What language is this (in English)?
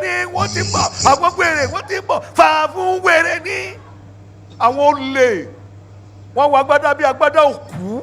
Yoruba